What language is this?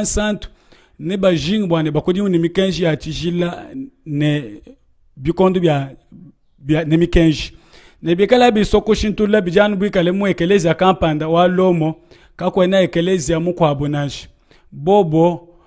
Luba-Lulua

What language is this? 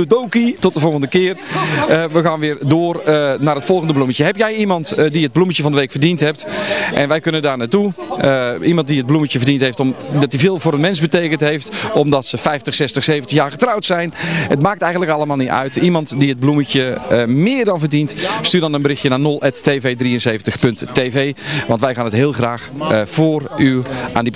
Dutch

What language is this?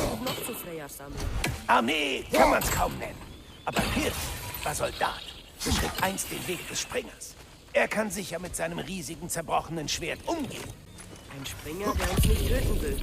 Bavarian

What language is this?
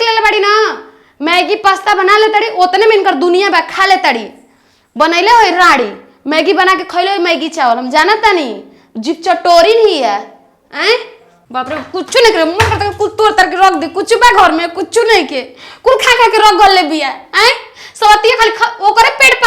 Bhojpuri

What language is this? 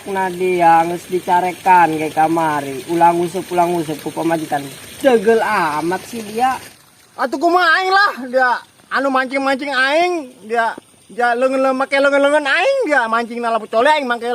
Sundanese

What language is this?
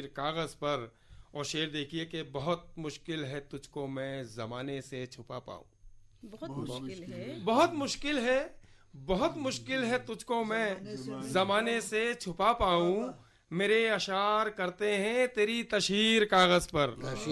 Hindi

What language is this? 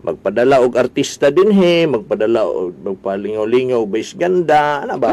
Cebuano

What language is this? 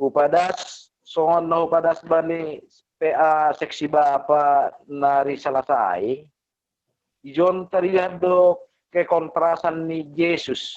Batak Simalungun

